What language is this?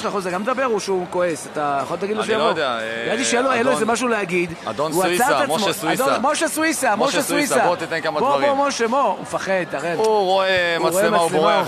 Hebrew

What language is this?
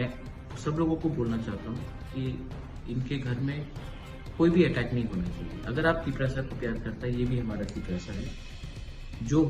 Riang (India)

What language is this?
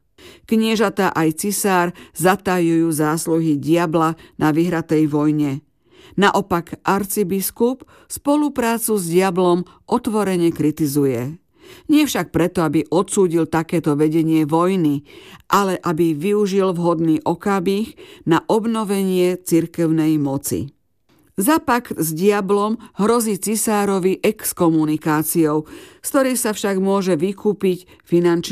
Slovak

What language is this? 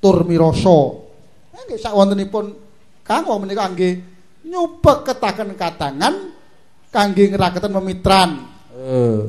Javanese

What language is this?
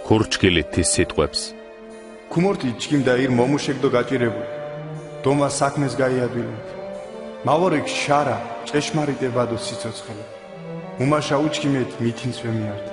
Mingrelian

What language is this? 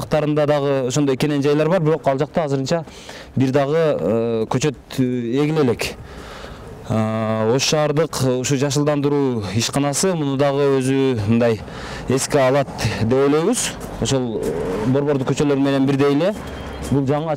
Kyrgyz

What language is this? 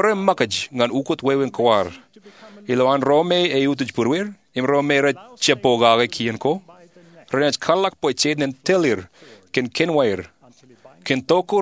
Marshallese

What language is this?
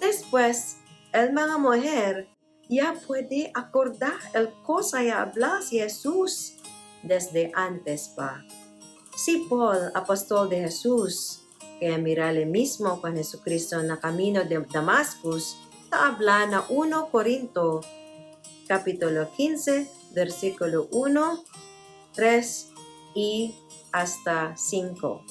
Chavacano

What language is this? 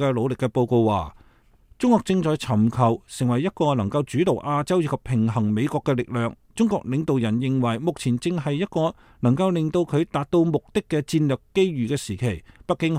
Cantonese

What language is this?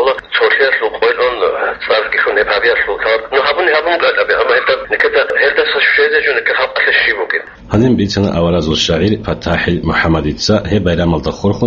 Avaric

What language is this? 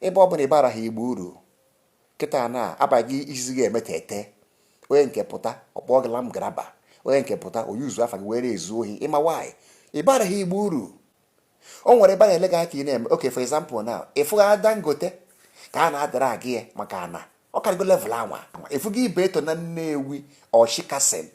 Igbo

